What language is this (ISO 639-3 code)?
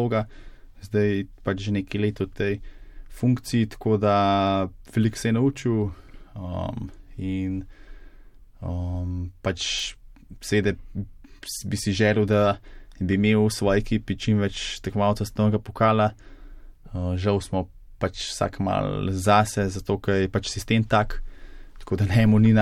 slv